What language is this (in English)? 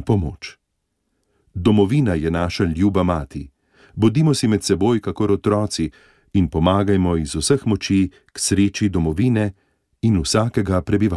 Slovenian